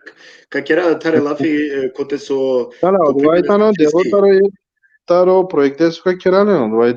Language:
Balkan Romani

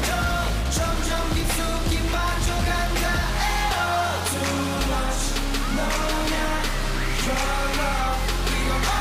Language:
Korean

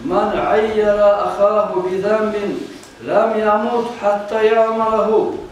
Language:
Kumyk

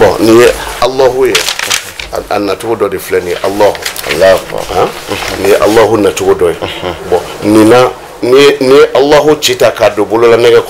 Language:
Bambara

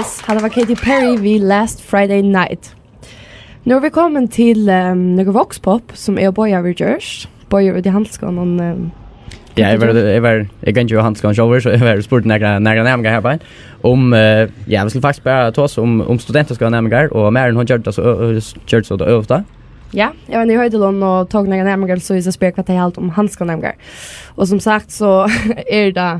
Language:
Faroese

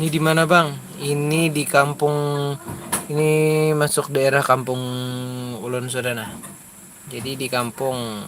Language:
Banjar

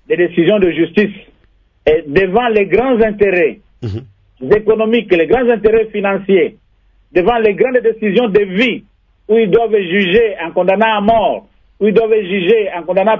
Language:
French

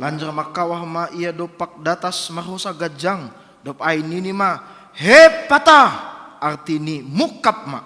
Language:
Batak Simalungun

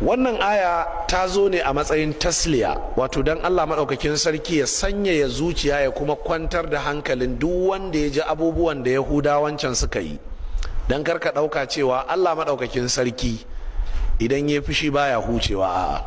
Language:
Hausa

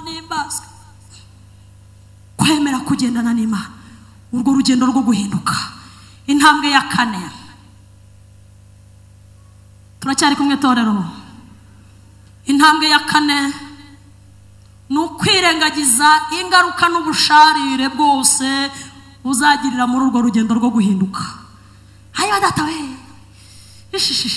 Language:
Kinyarwanda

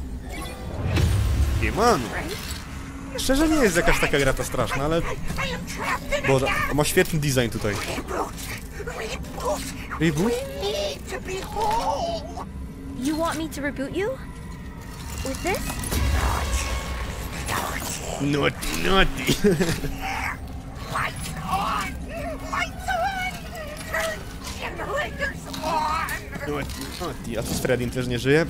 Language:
Polish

